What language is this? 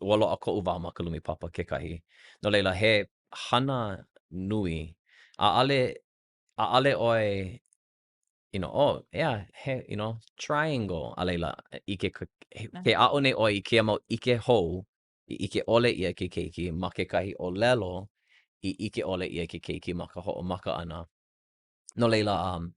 Hawaiian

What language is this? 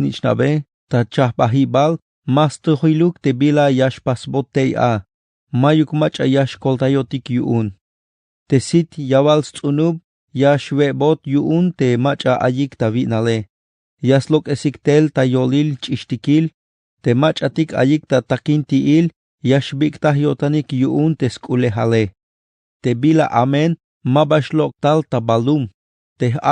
Tzeltal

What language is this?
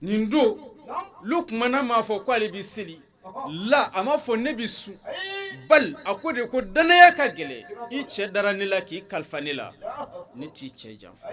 Bambara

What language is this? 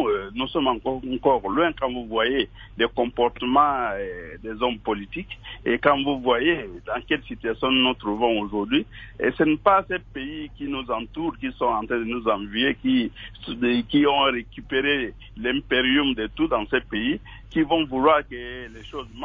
French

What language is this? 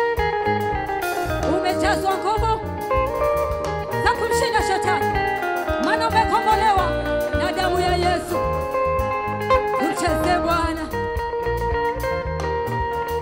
Swahili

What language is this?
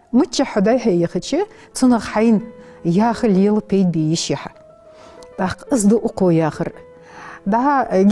Ingush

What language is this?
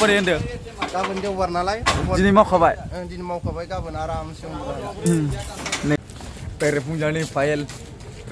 Bodo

